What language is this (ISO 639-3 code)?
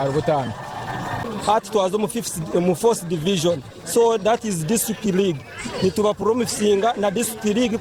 nyn